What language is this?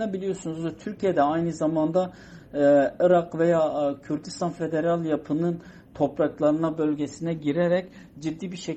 Turkish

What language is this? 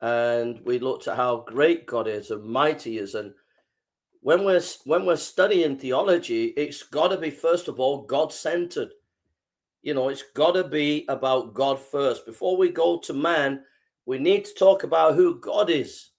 English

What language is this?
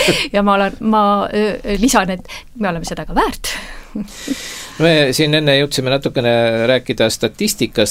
Estonian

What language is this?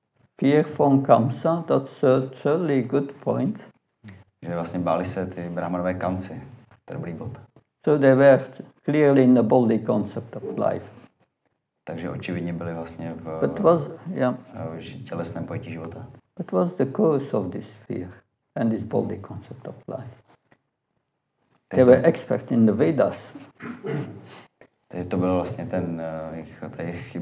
Czech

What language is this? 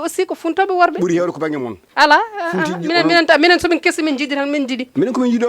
Fula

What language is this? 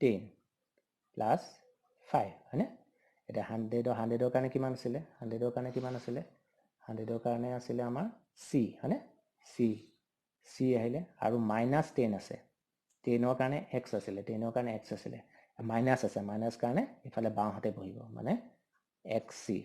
Assamese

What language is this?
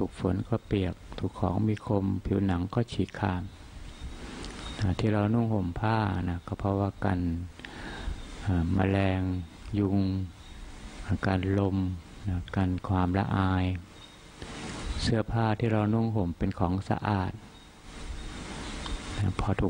Thai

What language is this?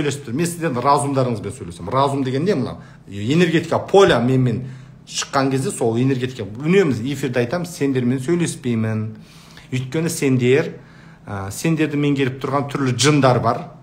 Kazakh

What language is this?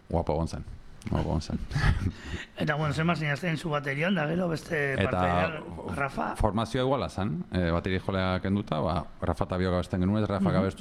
Basque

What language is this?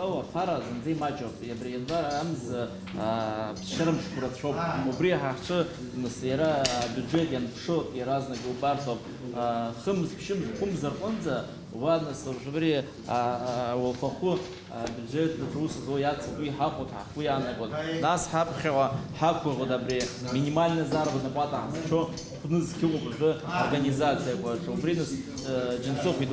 Abkhazian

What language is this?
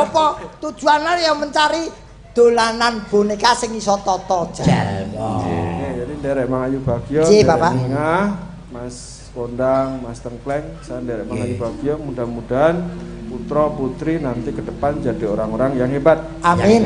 Javanese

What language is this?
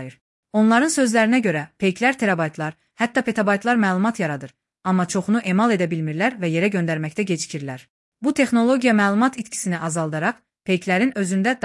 Azerbaijani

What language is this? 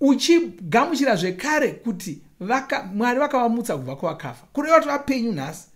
Shona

